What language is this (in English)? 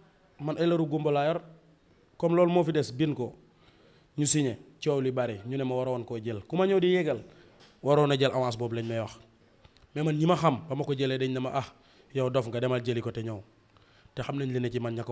Wolof